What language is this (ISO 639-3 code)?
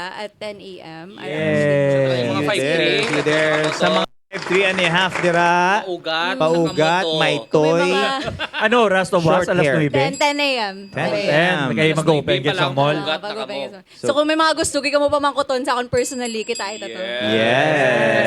hil